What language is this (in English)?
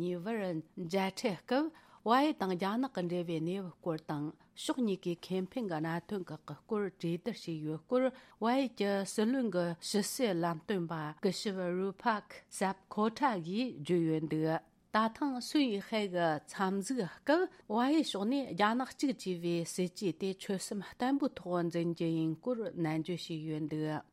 Tibetan